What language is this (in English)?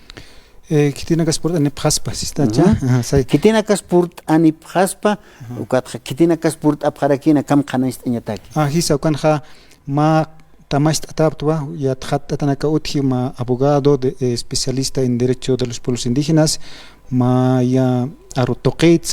Aymara